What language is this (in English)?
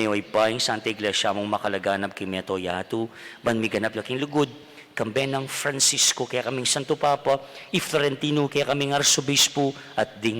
Pampanga